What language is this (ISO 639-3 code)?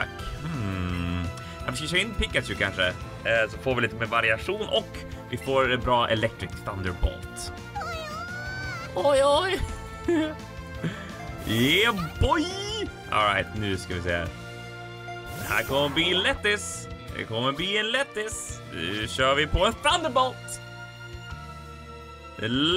swe